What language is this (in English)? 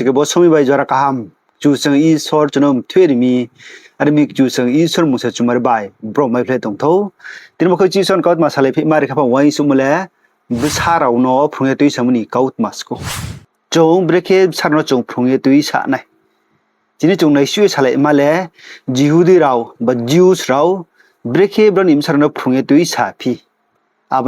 Riang (India)